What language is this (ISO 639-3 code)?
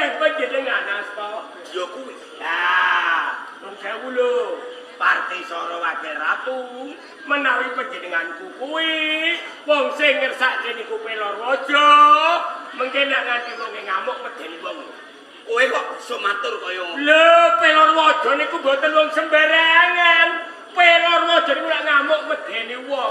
jav